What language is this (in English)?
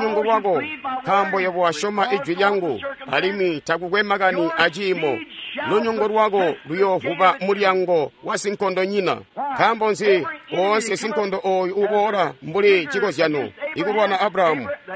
Tonga (Zambia)